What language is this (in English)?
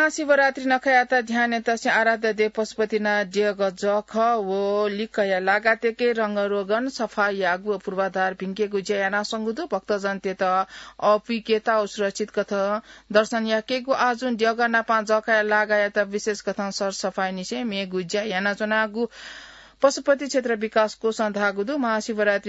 Newari